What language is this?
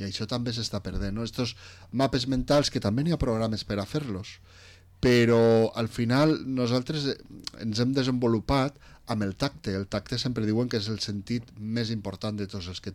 Catalan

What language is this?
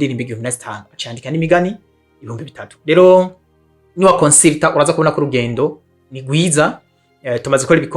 Rundi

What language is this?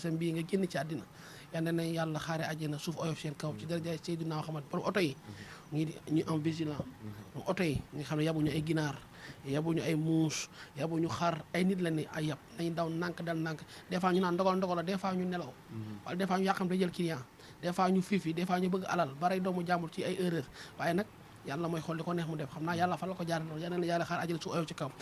Wolof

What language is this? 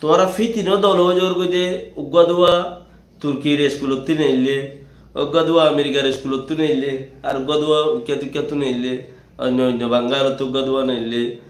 Rohingya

